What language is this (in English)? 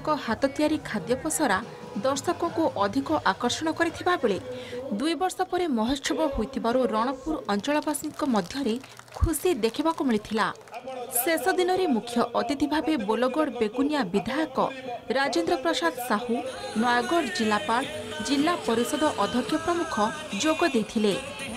Odia